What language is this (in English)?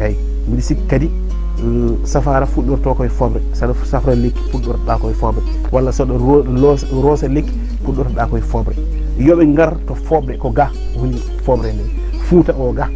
Fula